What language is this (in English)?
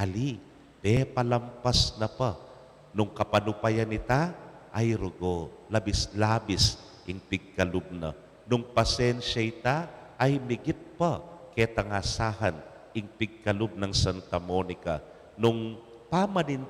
Pampanga